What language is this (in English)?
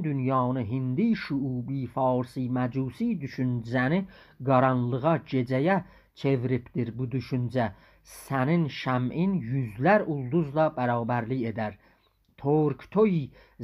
South Azerbaijani